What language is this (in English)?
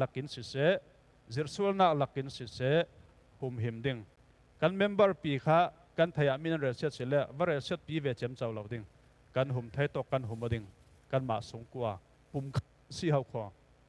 Falam Chin